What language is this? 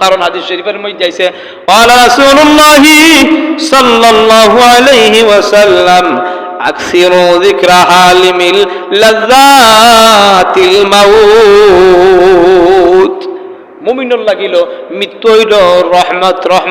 Sylheti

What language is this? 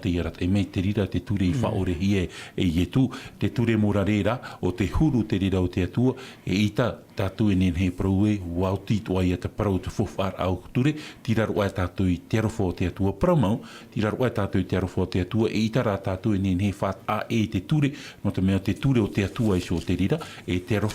Tahitian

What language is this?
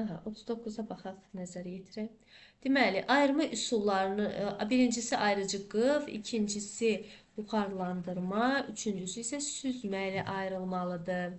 Azerbaijani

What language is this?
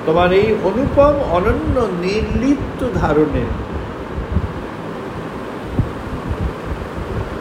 Bangla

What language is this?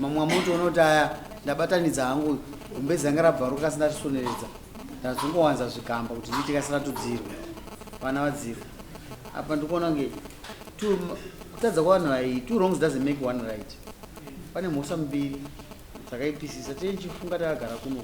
Shona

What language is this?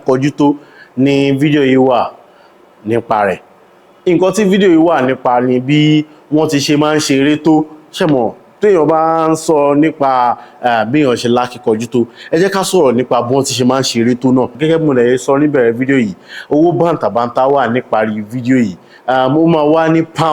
Yoruba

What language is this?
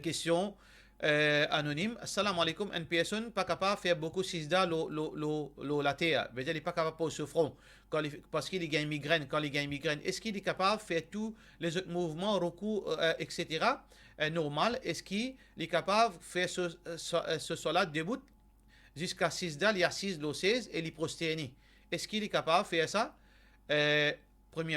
Morisyen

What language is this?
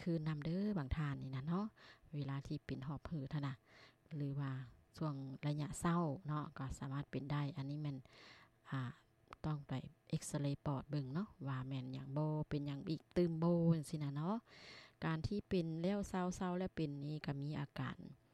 Lao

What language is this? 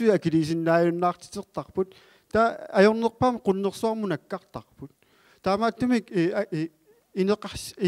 Kalaallisut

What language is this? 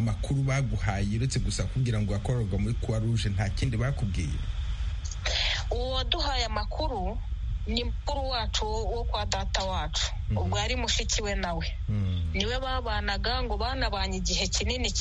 Kinyarwanda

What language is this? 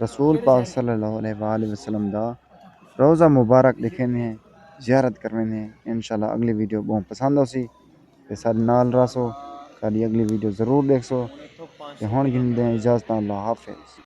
Saraiki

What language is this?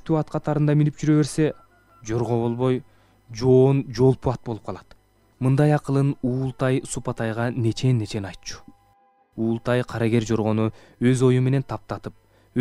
Kyrgyz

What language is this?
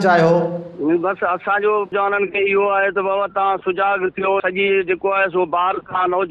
Sindhi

